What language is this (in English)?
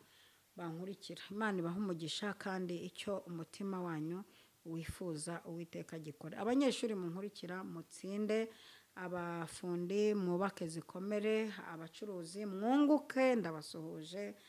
Kinyarwanda